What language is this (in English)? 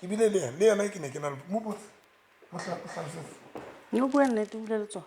Southern Sotho